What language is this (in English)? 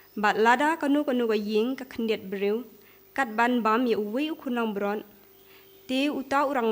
Khasi